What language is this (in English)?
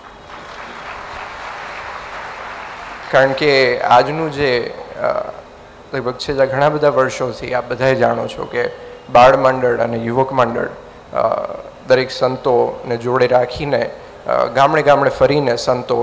Gujarati